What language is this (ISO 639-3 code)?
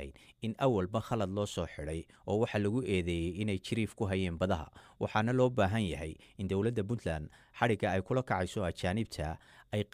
som